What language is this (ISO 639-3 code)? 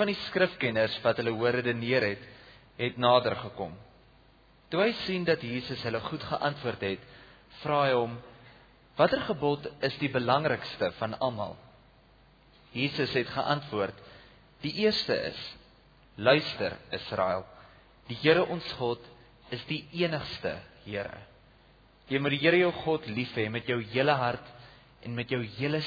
afr